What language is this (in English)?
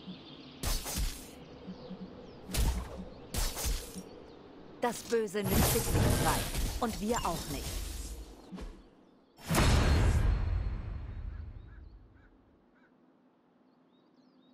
German